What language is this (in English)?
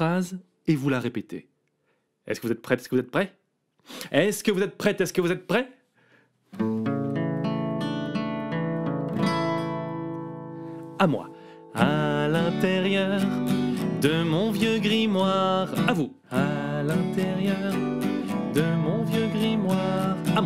French